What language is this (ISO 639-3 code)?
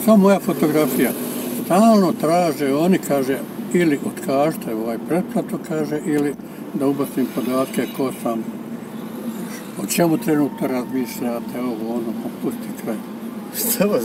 bos